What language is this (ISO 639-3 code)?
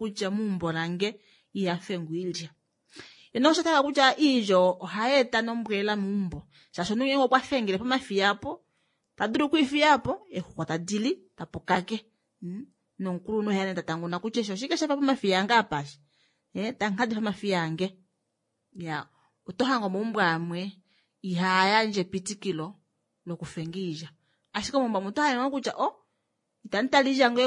kua